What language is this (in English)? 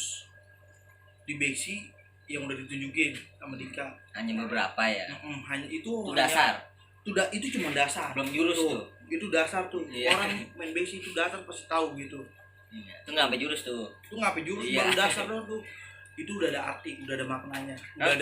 Betawi